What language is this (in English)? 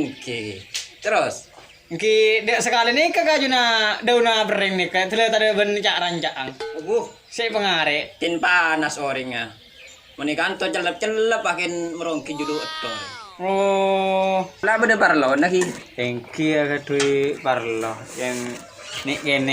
Madurese